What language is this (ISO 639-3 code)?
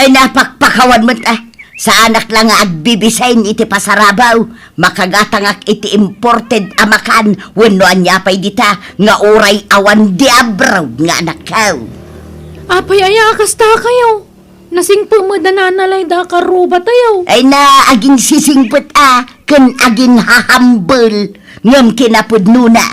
ilo